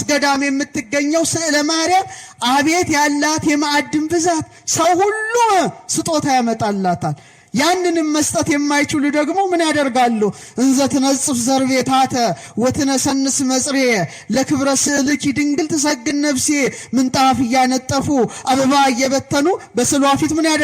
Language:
Amharic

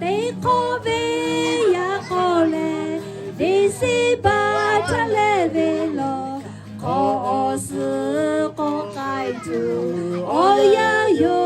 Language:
Lahu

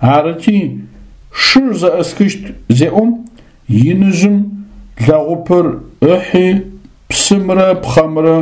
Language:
Adyghe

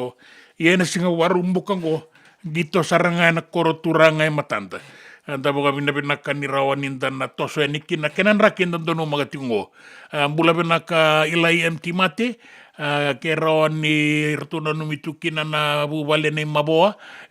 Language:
Fijian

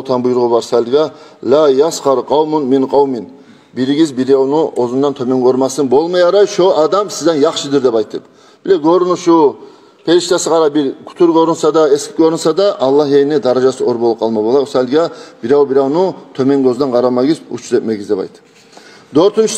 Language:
Kumyk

